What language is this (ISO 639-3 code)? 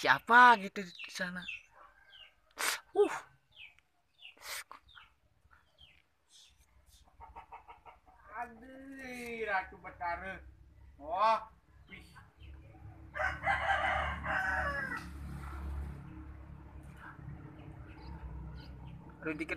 ind